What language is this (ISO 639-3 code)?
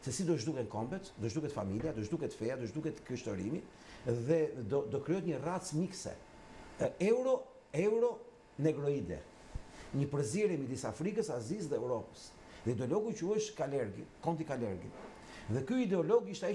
sqi